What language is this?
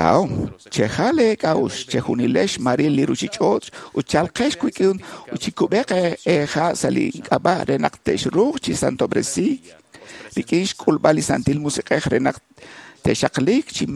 Kekchí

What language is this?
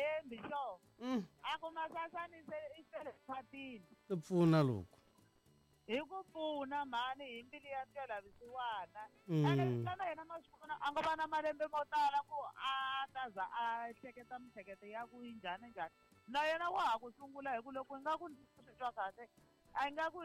Tsonga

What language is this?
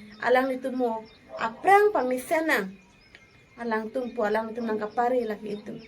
Karbi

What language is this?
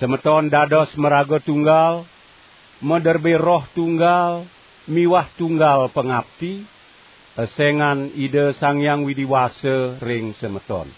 Balinese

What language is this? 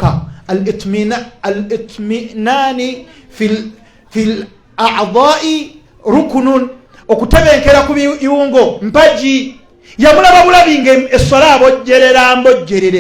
Ganda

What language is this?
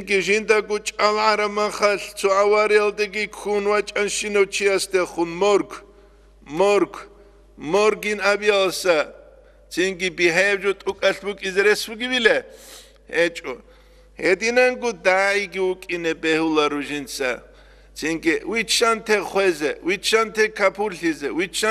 Avaric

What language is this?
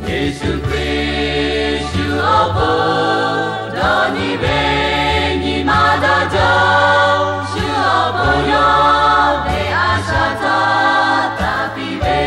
Lahu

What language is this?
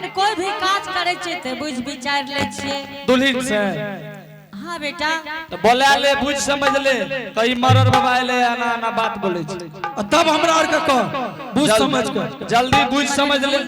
Angika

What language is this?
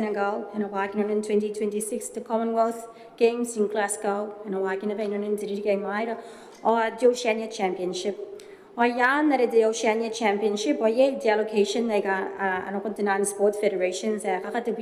Gilbertese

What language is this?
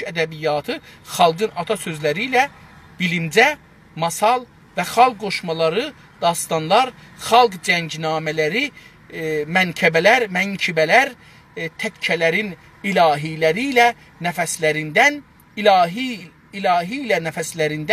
South Azerbaijani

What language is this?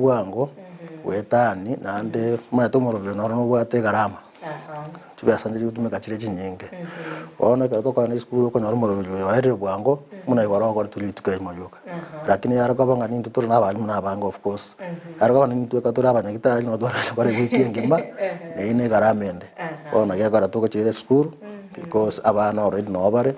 Gusii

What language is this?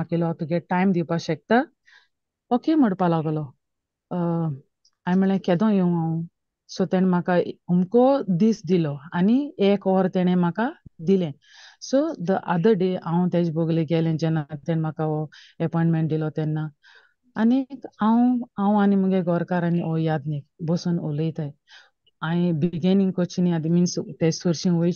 Konkani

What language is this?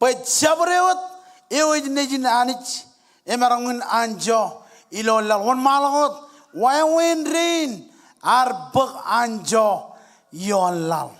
Marshallese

